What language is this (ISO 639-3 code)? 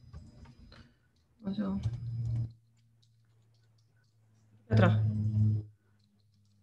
isl